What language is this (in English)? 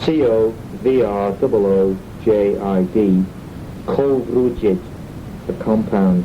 Manx